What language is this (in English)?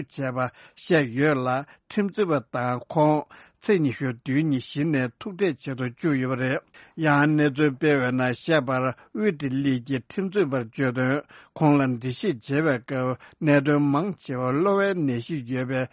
Tibetan